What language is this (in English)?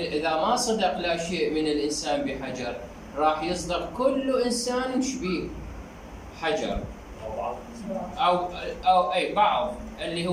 Mesopotamian Arabic